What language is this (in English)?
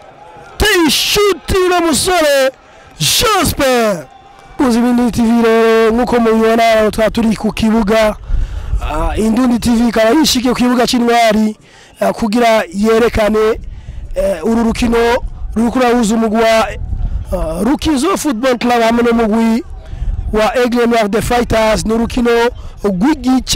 Rundi